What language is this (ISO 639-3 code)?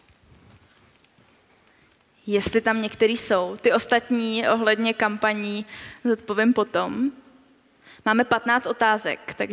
ces